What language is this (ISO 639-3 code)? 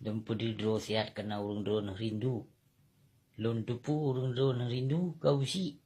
ace